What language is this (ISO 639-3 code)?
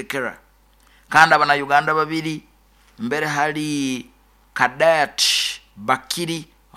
nyo